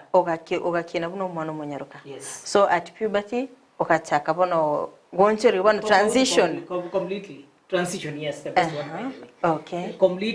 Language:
Gusii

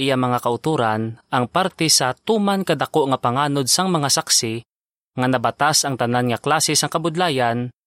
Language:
Hiligaynon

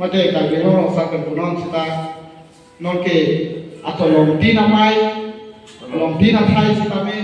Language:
Karbi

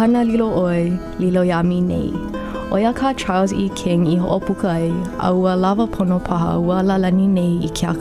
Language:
Hawaiian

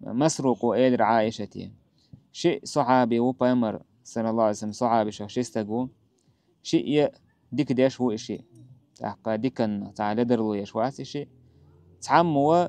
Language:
Chechen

